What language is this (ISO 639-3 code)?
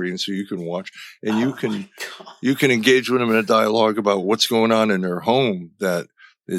eng